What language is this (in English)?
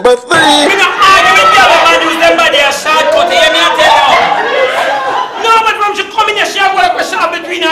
Jamaican Creole English